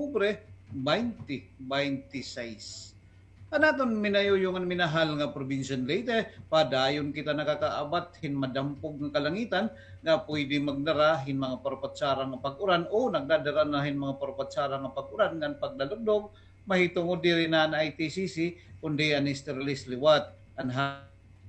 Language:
Waray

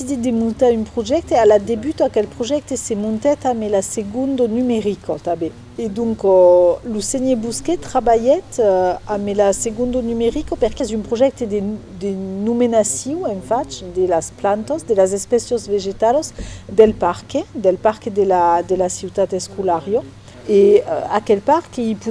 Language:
Occitan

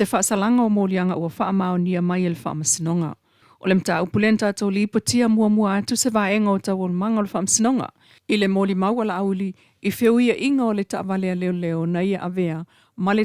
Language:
Samoan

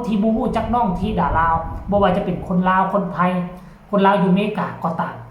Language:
Northeastern Thai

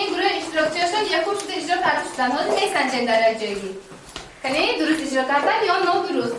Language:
Tajik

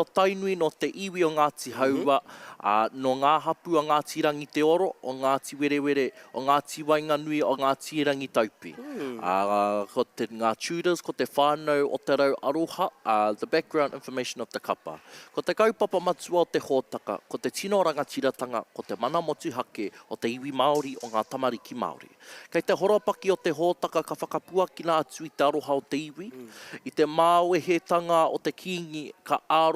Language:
Māori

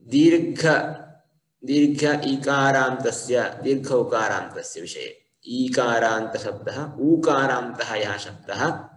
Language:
Sanskrit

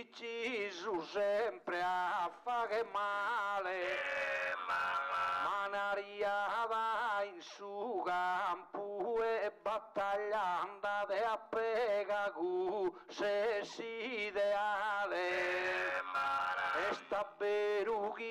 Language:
Sardinian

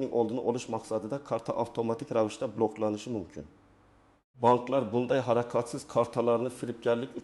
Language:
Uzbek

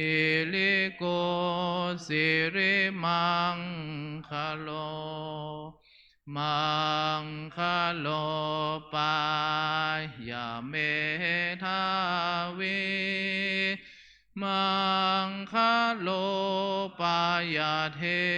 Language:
Pali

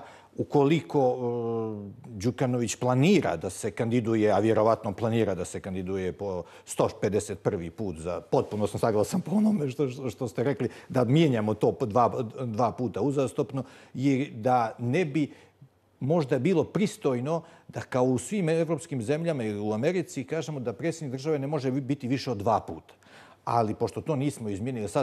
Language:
Bosnian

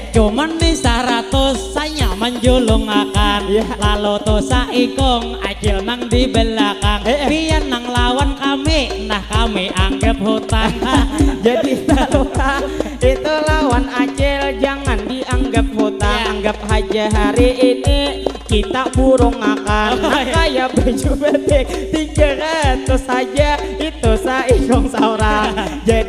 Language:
Banjar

